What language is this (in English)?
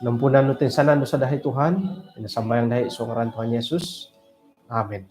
Central Dusun